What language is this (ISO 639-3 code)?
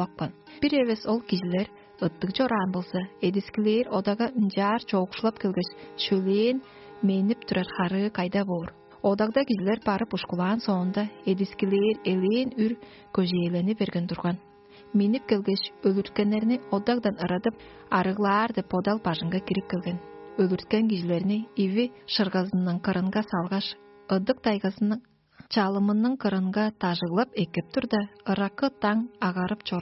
tyv